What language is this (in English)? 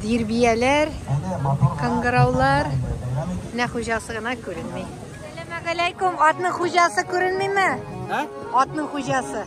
Tatar